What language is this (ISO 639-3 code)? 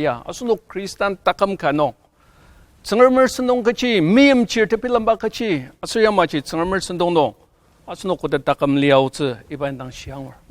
njo